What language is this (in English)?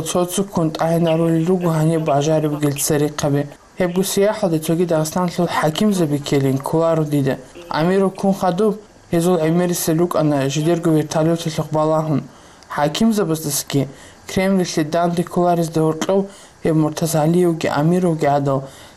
Avaric